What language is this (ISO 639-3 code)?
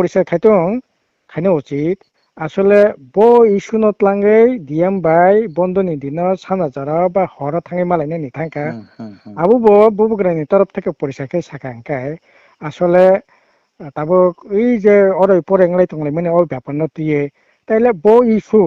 trp